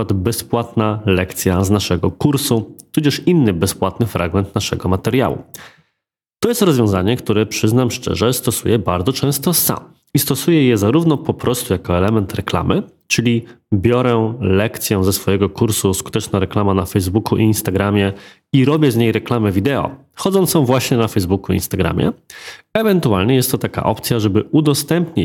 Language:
Polish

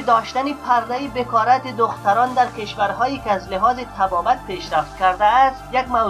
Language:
Persian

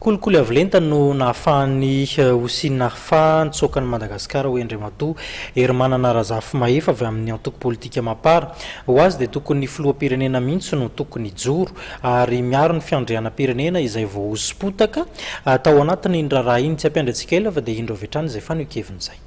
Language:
Malagasy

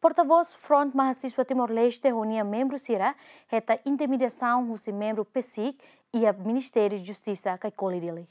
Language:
Tetum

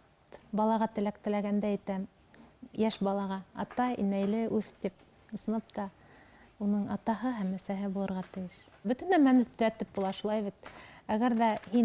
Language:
Bashkir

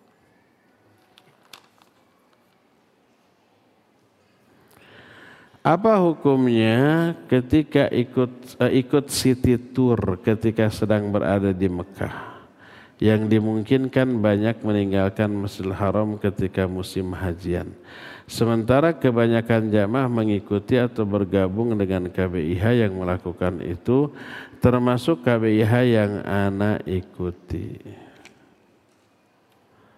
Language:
Indonesian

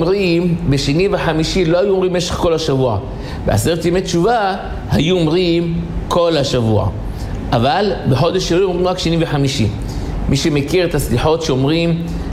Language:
Hebrew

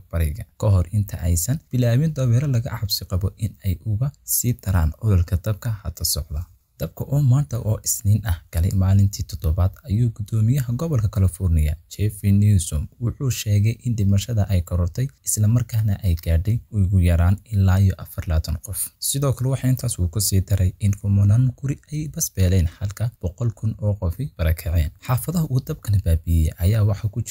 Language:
Somali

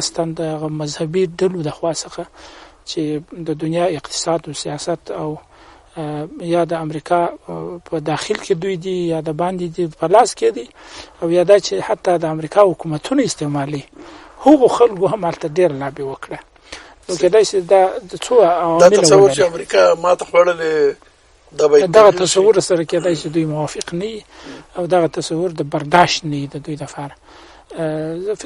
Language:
Pashto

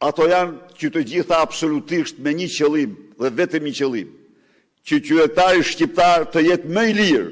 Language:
Albanian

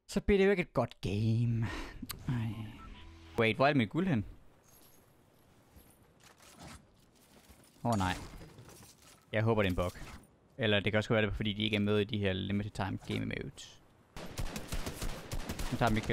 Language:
Danish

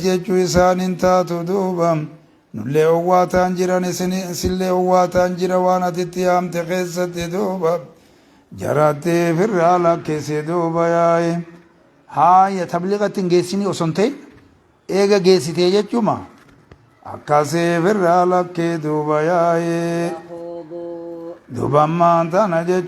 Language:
Oromo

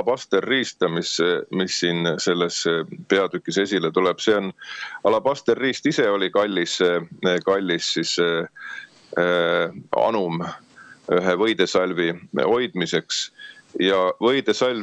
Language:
Estonian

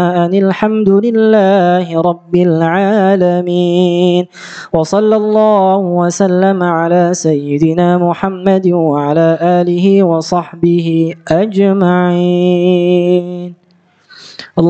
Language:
Arabic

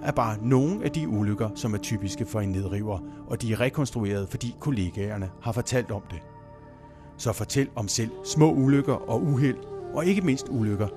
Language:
Danish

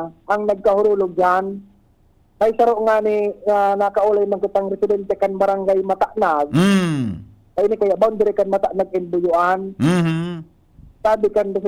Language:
Bikol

